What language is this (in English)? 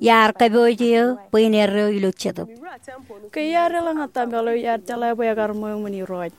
Marshallese